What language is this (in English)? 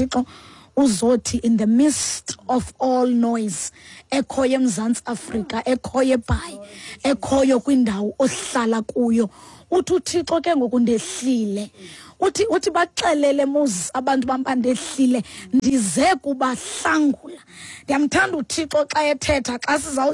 Xhosa